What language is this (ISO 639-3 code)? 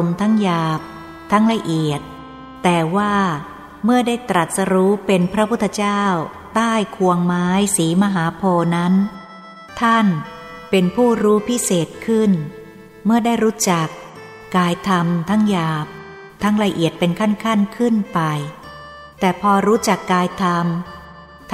tha